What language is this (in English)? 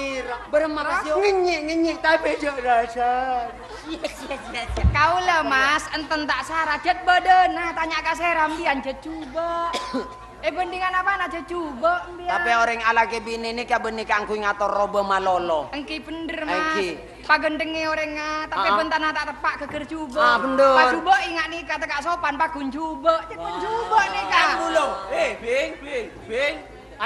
Madurese